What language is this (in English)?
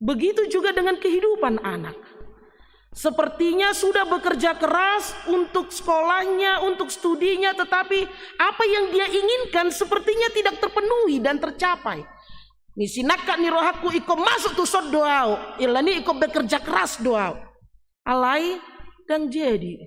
Batak Toba